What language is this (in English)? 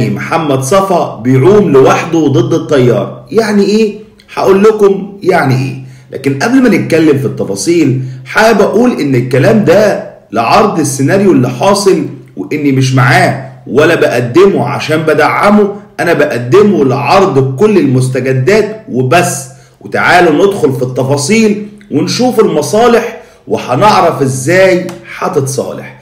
Egyptian Arabic